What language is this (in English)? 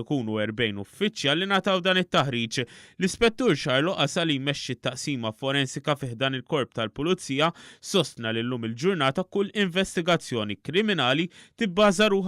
Maltese